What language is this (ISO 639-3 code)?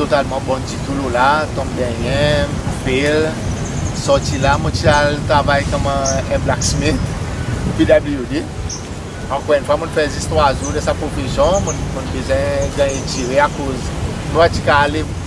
crs